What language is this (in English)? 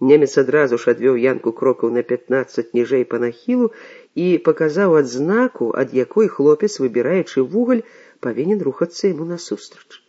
Belarusian